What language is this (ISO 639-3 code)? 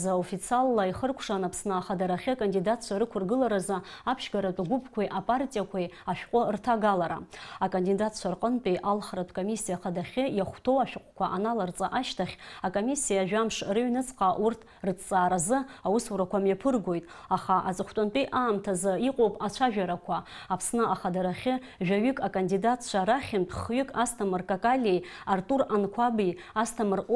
abk